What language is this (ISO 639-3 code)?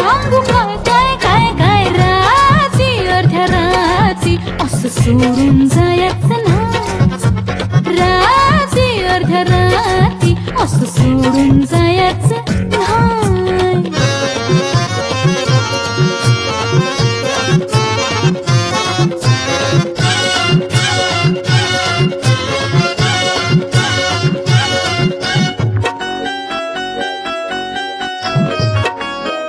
mar